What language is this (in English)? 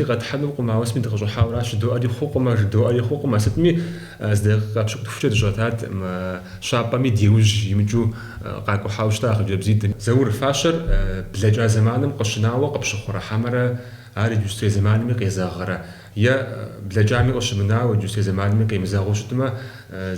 Kabardian